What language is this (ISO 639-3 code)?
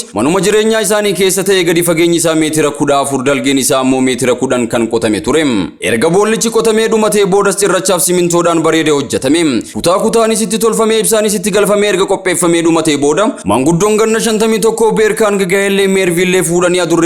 orm